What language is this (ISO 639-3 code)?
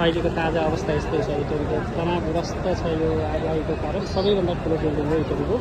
nep